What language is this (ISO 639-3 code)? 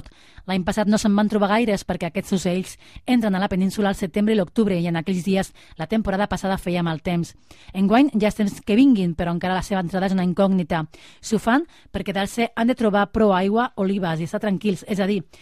cat